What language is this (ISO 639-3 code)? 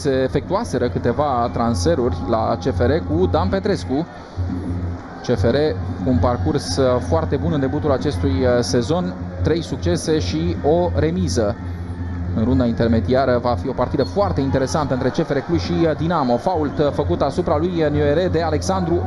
ron